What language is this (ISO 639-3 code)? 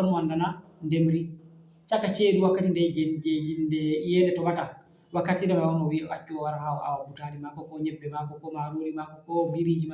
ful